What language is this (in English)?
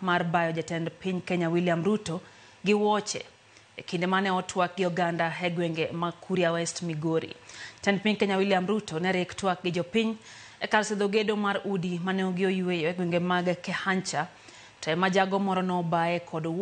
Luo (Kenya and Tanzania)